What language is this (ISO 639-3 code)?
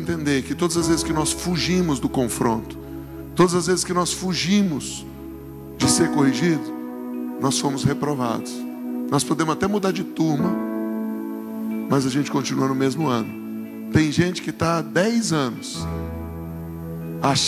por